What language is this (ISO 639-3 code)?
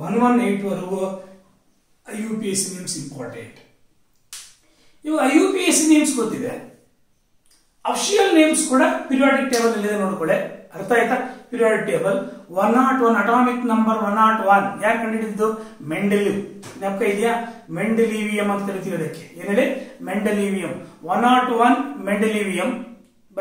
kan